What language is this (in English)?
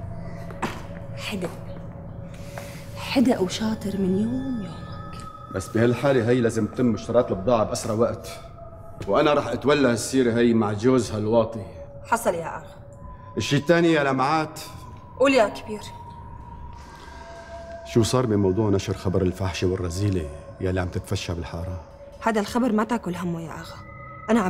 North Levantine Arabic